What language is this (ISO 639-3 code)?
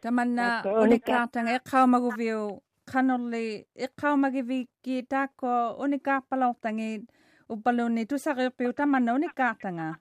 mri